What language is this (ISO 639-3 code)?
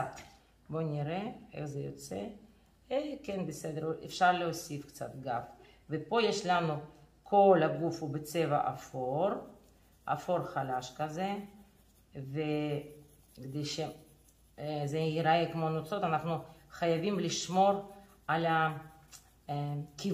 heb